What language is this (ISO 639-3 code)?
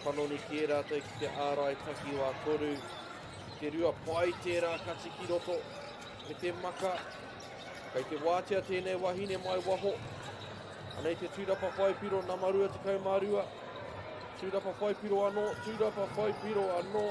mri